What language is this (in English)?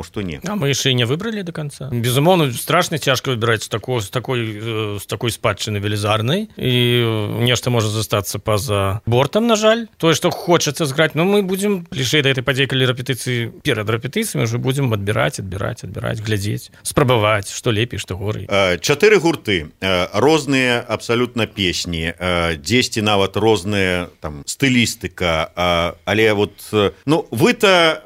Belarusian